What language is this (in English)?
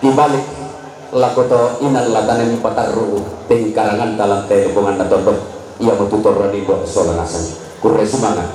Toraja-Sa'dan